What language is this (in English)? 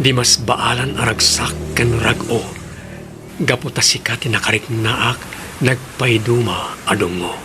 Iloko